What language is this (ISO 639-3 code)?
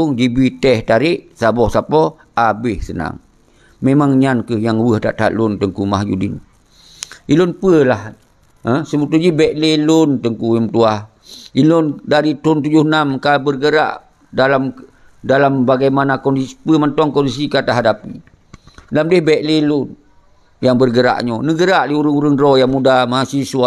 ace